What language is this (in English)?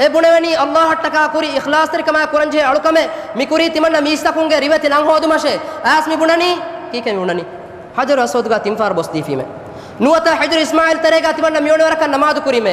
Divehi